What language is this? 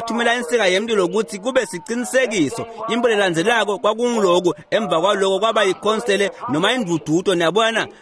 Swati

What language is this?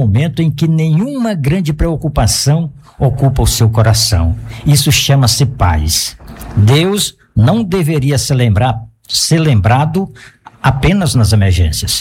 Portuguese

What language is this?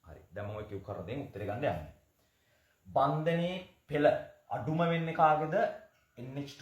Sinhala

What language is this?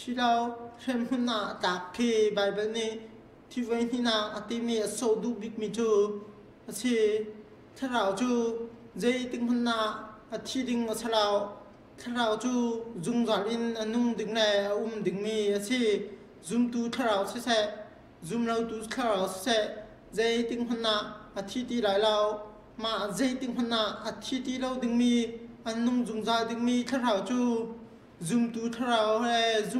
Hakha Chin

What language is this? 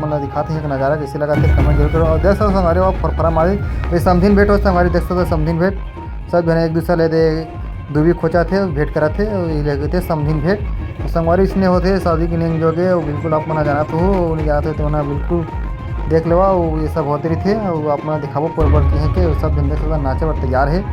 Chhattisgarhi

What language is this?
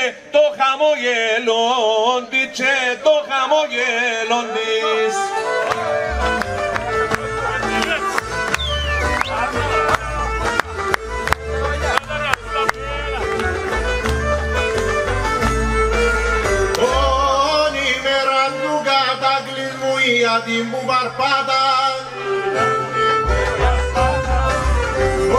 Greek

